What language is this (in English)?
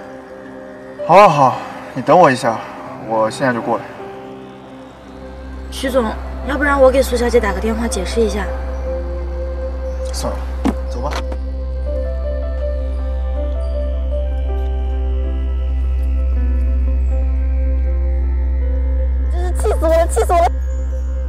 Chinese